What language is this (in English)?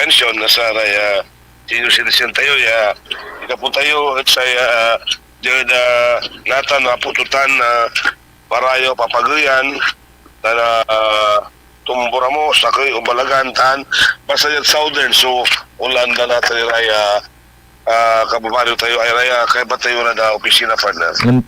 Pangasinan